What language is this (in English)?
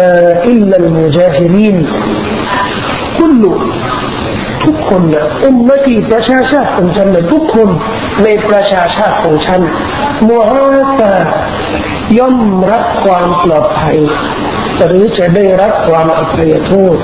Thai